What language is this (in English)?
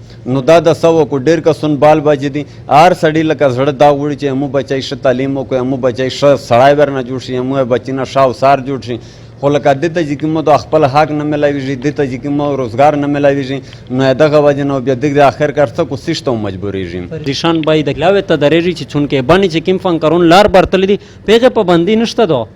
Pashto